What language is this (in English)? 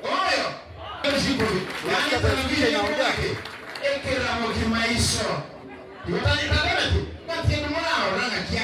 Gusii